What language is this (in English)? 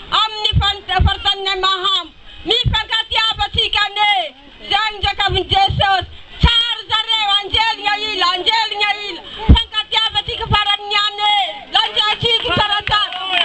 Malagasy